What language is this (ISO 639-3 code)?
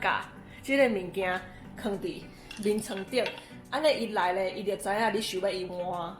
nan